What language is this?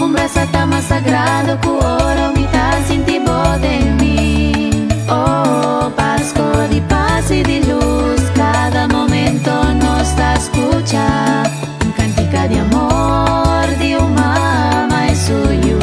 Papiamento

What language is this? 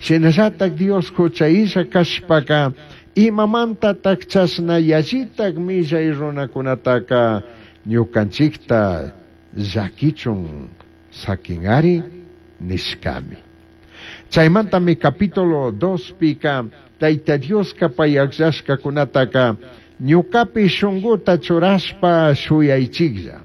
Chimborazo Highland Quichua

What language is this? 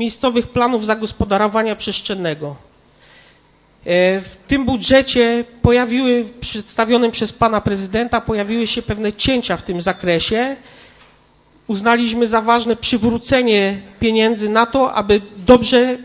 Polish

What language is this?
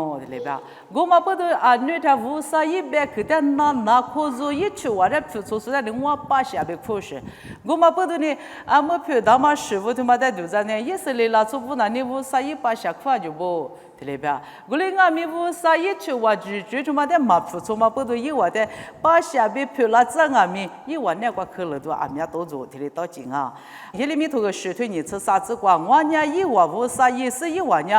Lisu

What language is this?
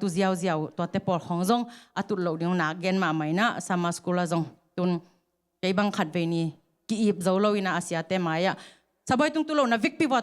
Tedim Chin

